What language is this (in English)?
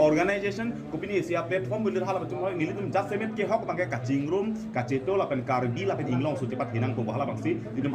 Karbi